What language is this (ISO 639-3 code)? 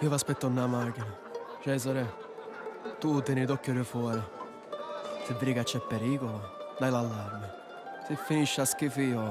scn